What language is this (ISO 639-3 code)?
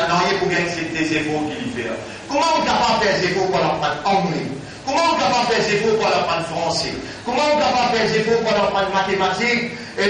mfe